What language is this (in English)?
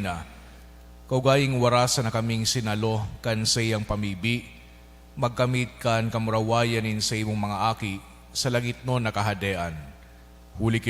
Bikol